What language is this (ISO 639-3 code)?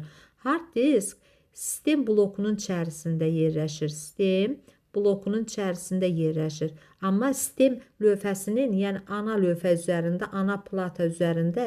aze